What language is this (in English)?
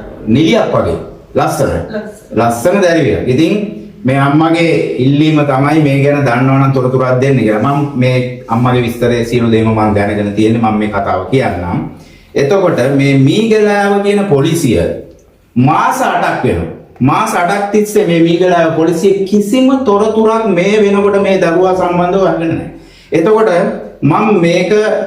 Sinhala